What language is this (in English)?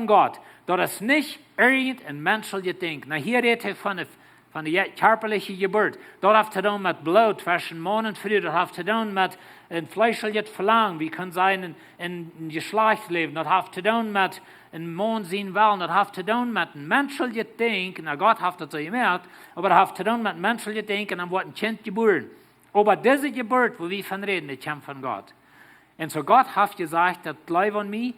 Plautdietsch